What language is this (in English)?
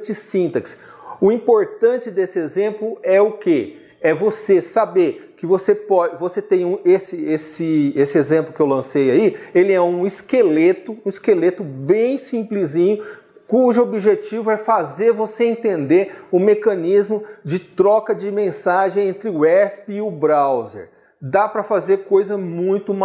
Portuguese